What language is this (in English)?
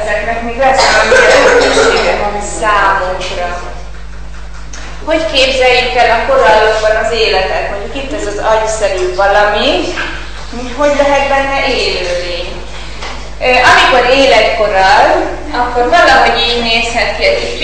Hungarian